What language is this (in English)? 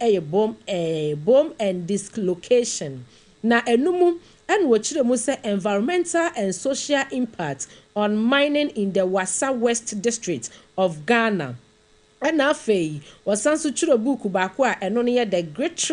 Akan